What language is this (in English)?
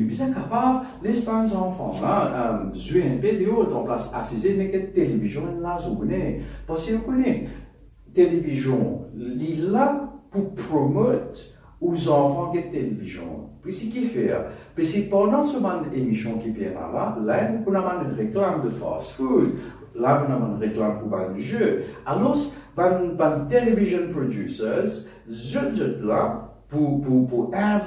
Morisyen